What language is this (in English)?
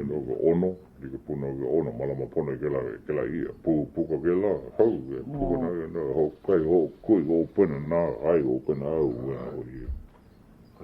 Hawaiian